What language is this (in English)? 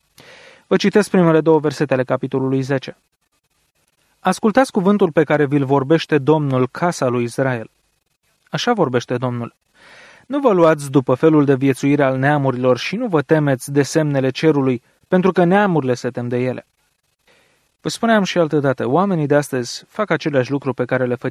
Romanian